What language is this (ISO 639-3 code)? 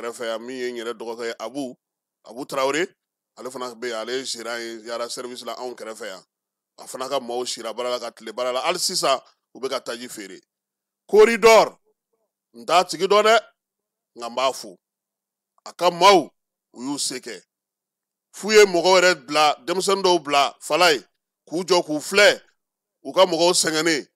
bam